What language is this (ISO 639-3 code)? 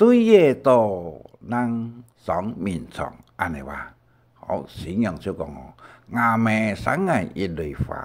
hak